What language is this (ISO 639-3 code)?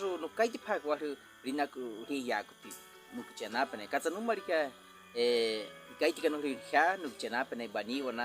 bwi